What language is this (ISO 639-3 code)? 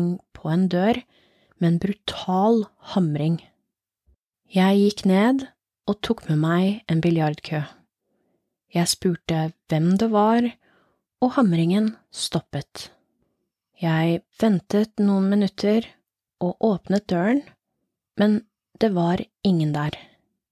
nor